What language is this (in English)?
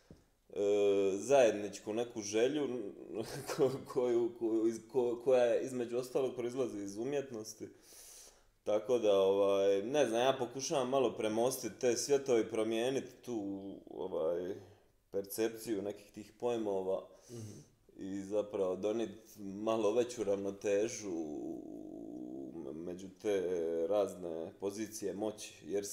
Croatian